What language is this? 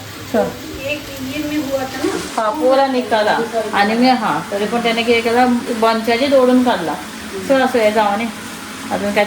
Konkani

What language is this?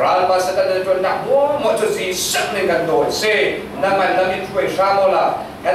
Falam Chin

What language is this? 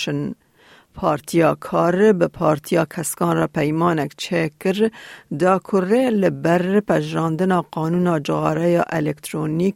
Kurdish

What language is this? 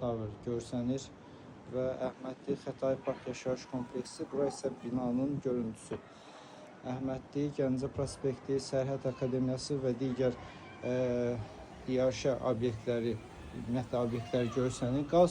Azerbaijani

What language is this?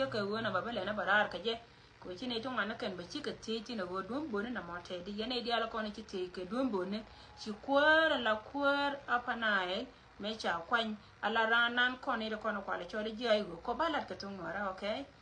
Nuer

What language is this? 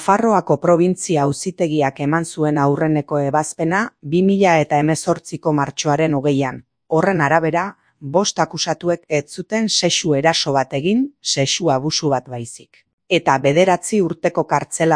Basque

